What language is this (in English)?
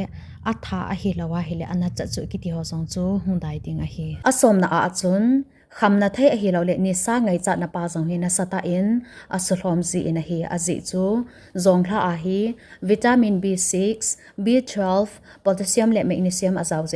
Thado Chin